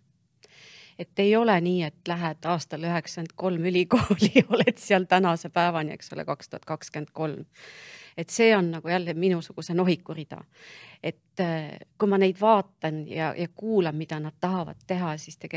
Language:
Estonian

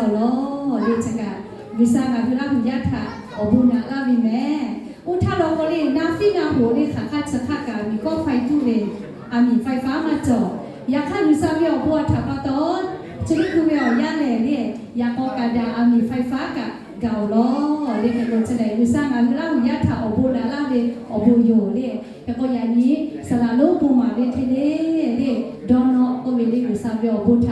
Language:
Lahu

